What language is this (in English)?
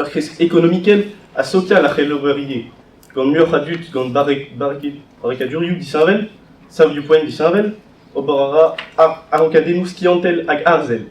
Breton